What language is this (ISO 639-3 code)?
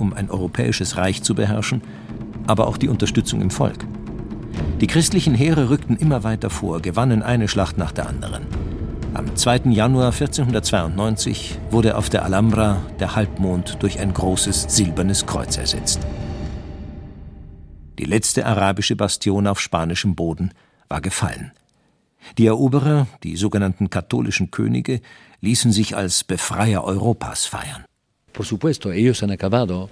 deu